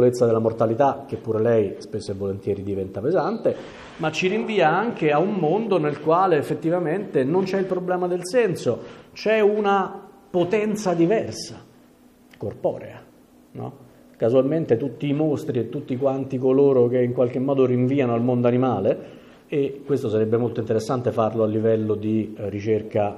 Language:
Italian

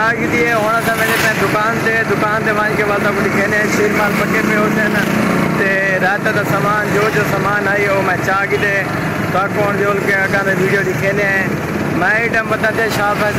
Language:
Saraiki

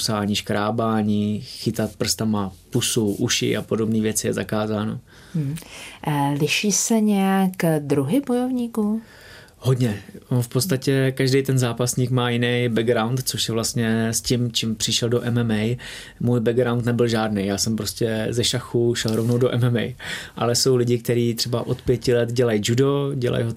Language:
Czech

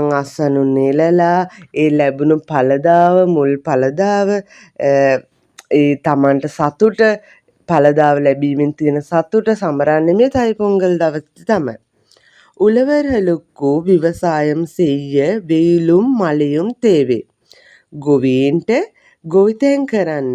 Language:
Sinhala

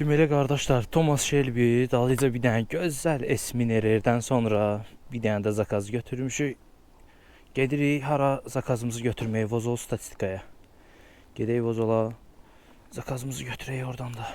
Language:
Azerbaijani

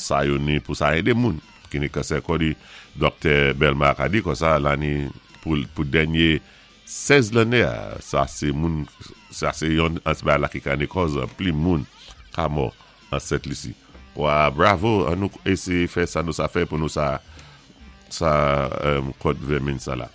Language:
Saint Lucian Creole French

